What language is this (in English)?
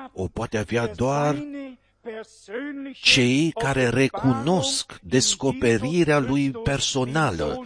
Romanian